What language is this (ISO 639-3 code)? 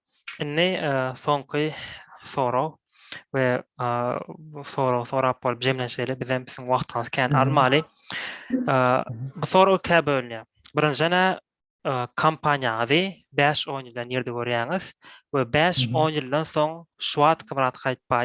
tuk